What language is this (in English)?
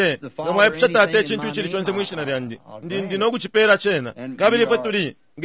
Bemba